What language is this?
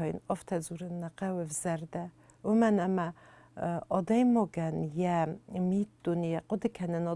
Ossetic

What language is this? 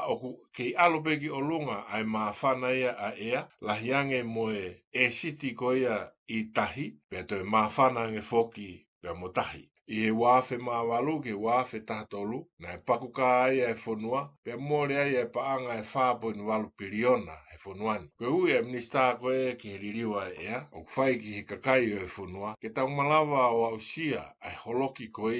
Tongan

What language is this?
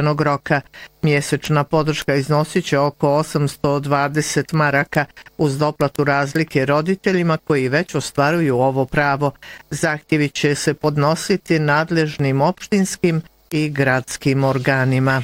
Bosnian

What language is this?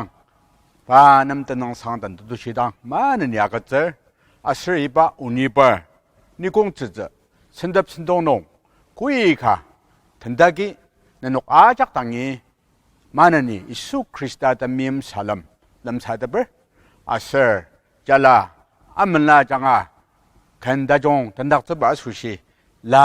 Ao Naga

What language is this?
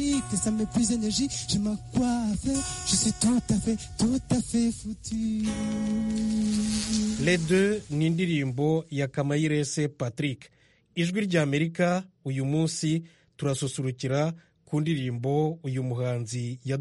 Kinyarwanda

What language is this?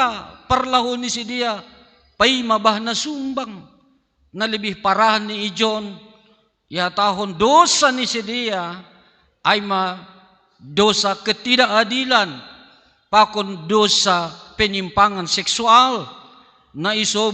Batak Simalungun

